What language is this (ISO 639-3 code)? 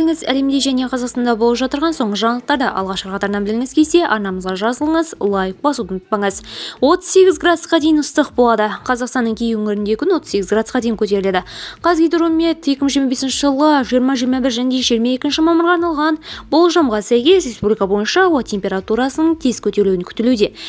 kaz